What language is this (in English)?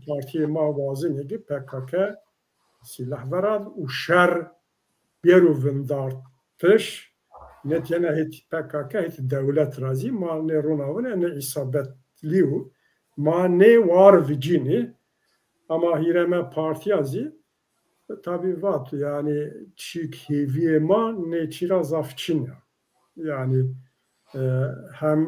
Zaza